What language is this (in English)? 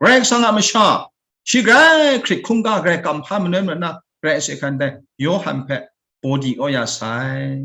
Kachin